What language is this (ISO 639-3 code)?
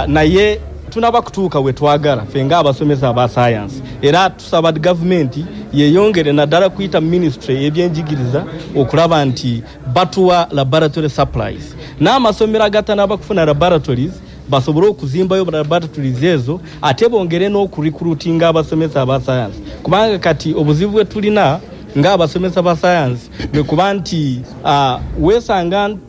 lug